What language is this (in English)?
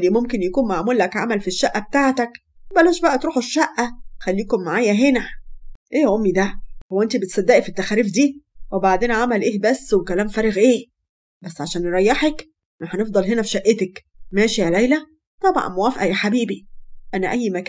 Egyptian Arabic